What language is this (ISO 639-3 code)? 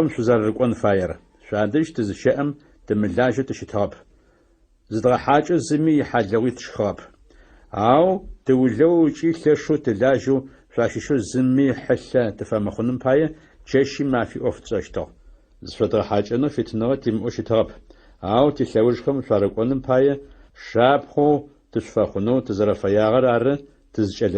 ady